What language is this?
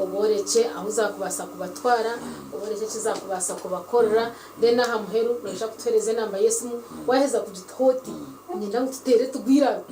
Nyankole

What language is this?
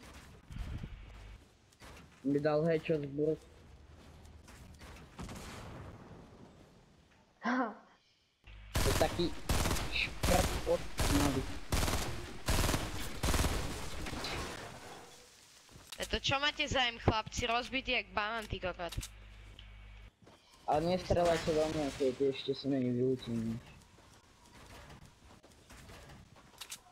Slovak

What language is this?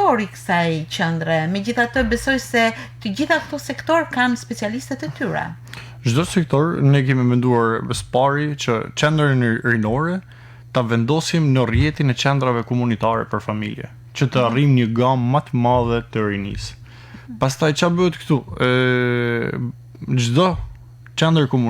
Albanian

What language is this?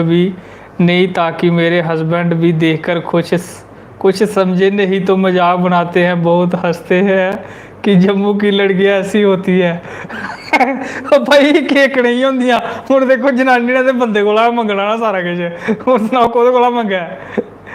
Dogri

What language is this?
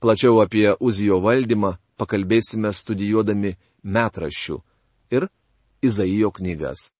Lithuanian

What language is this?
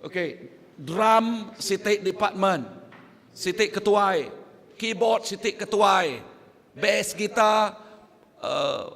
Iban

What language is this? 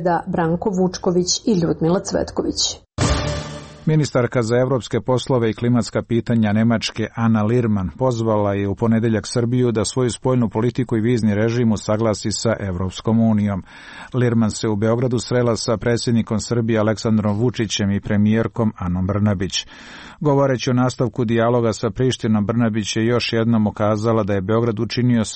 Serbian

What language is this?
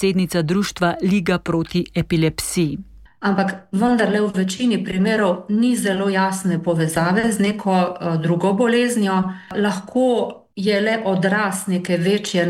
Slovenian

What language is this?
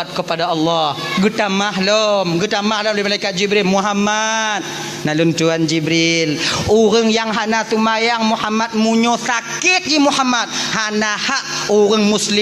Achinese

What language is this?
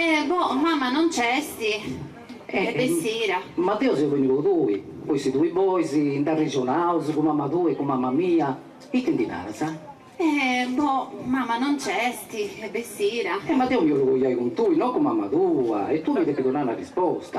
Sardinian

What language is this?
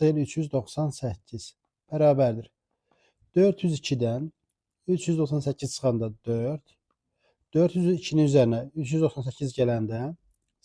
Azerbaijani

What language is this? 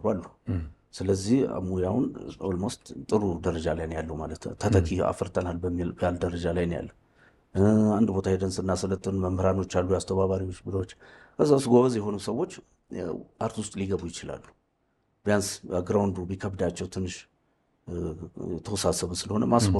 Amharic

